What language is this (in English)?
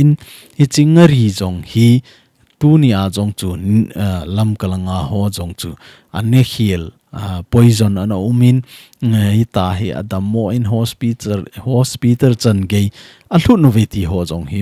Thado Chin